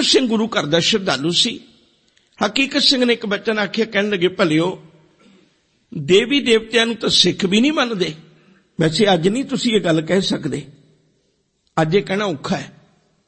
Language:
Punjabi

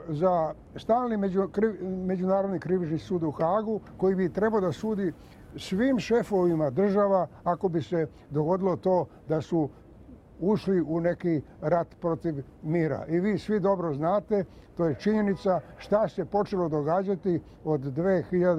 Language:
Serbian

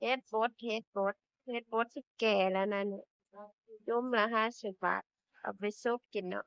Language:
Northeastern Thai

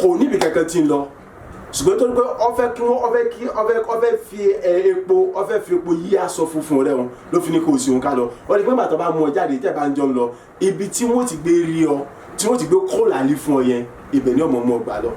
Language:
Yoruba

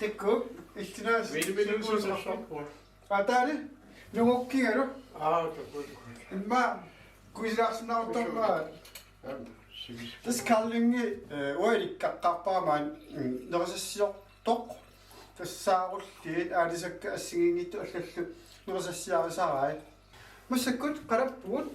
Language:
Kalaallisut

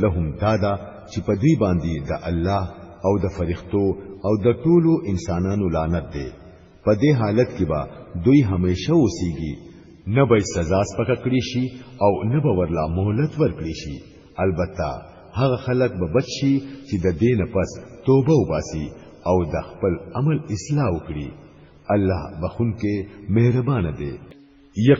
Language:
Pashto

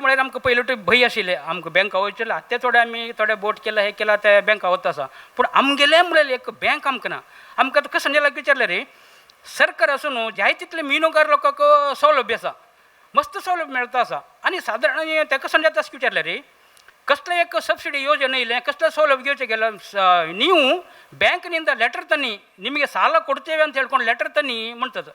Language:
Konkani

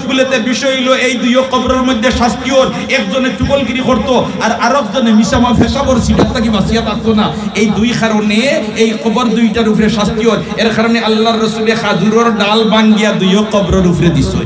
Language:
Sylheti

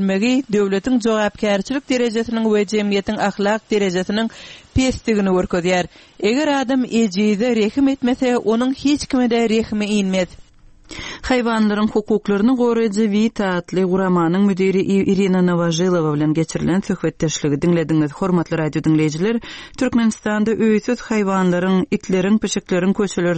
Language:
Turkmen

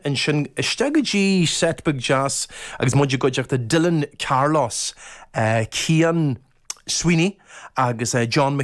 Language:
Irish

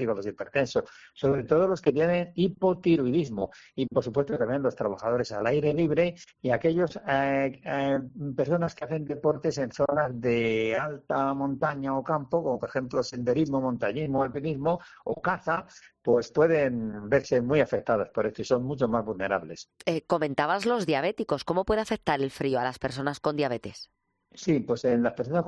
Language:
Spanish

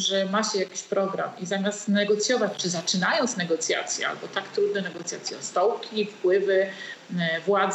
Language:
Polish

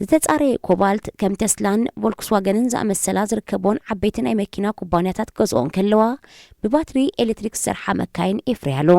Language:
Tigrinya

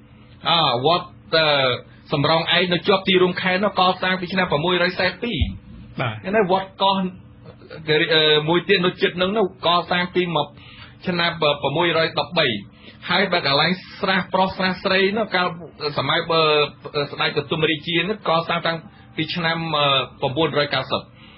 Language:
Khmer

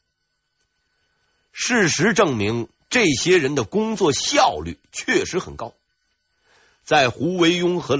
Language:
Chinese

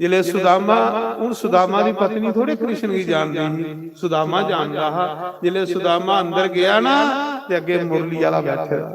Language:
Dogri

